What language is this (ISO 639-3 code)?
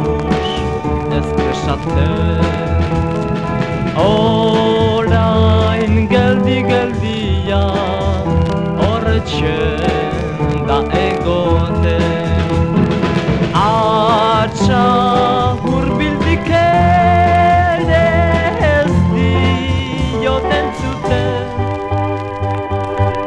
eus